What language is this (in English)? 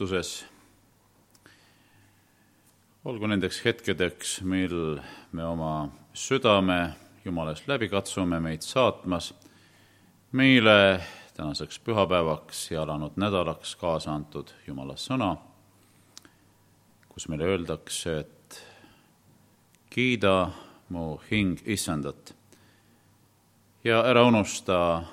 Estonian